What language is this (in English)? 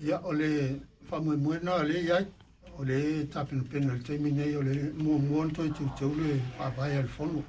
Samoan